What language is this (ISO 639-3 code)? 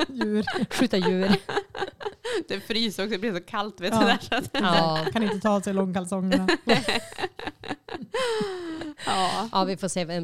swe